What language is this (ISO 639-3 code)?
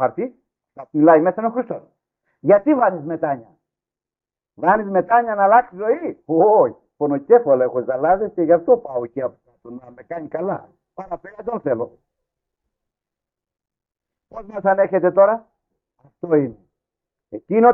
ell